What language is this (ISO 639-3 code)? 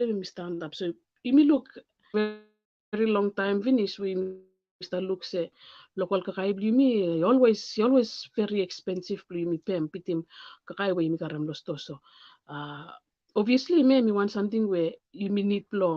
bis